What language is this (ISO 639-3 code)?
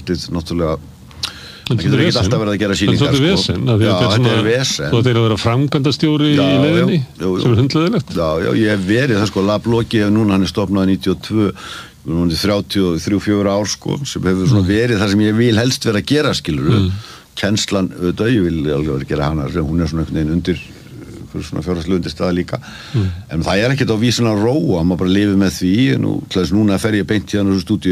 isl